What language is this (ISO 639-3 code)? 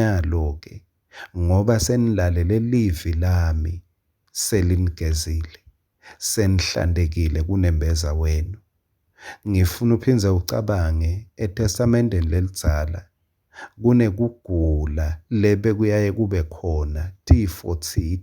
ssw